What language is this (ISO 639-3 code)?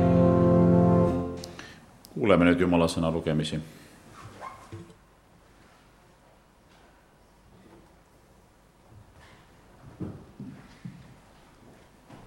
est